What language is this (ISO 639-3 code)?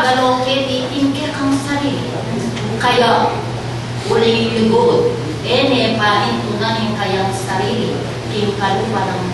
pam